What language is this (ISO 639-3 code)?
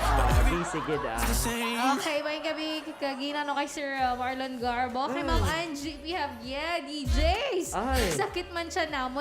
hil